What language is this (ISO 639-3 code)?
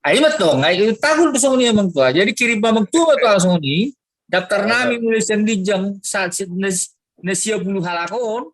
bbc